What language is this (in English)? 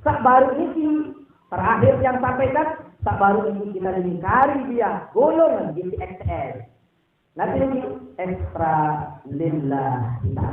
Sasak